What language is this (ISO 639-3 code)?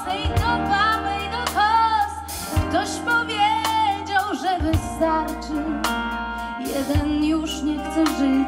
pol